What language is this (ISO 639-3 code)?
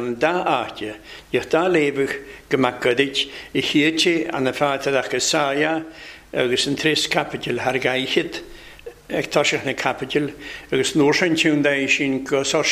cym